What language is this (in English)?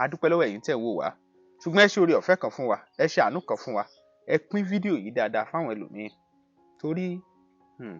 Yoruba